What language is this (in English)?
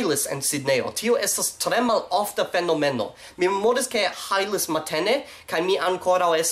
Esperanto